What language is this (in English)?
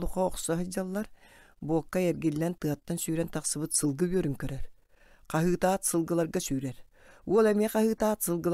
Yakut